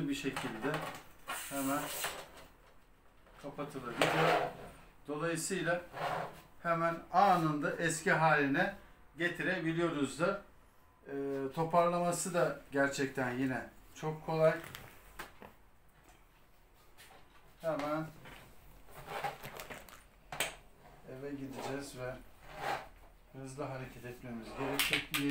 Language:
Turkish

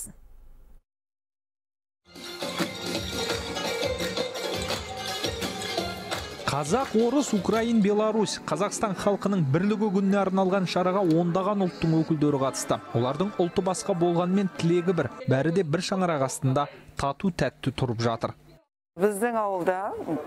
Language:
Kazakh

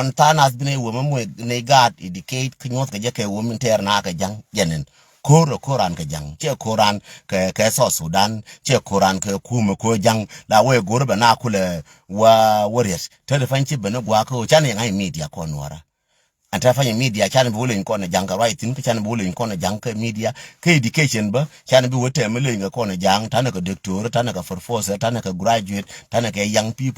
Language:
Nuer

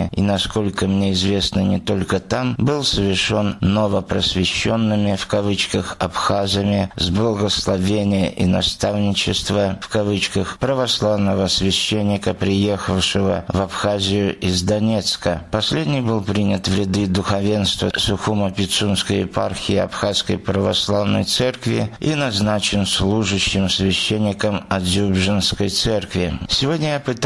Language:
Russian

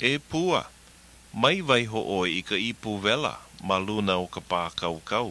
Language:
Hawaiian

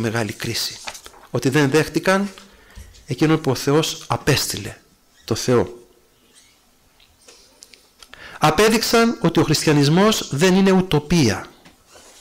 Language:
Greek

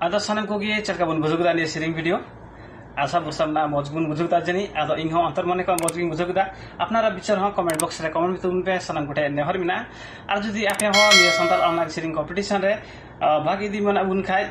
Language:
Santali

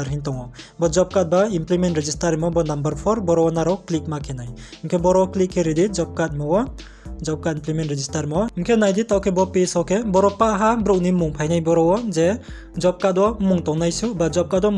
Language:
Riang (India)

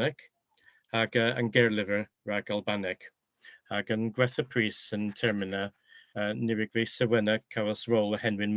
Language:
Cornish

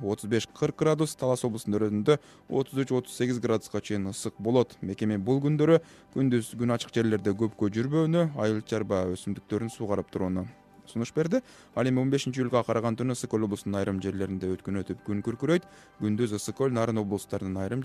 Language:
Kyrgyz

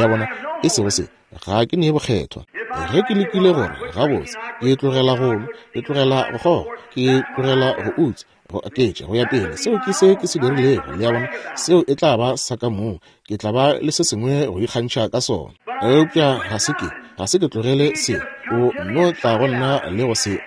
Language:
Northern Sotho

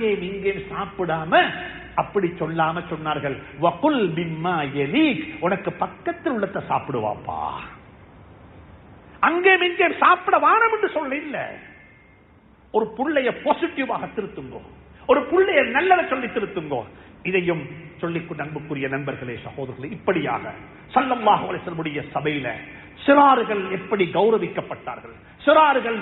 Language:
Tamil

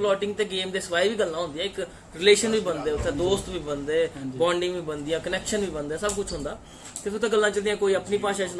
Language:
Dogri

